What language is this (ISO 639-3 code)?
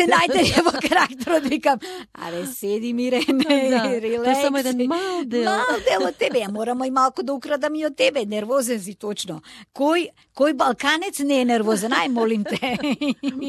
mkd